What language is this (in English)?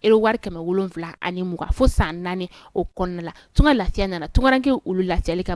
Bambara